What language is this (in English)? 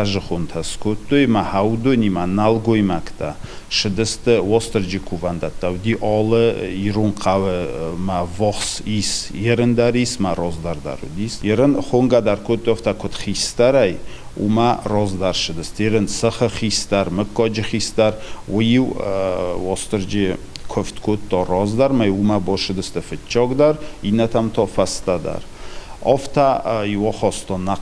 Ossetic